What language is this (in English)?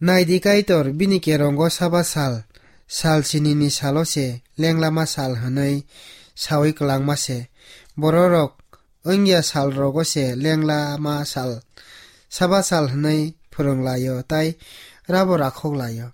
Kok Borok